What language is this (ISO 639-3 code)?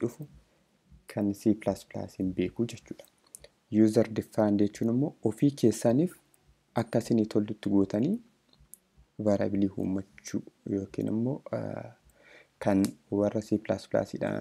orm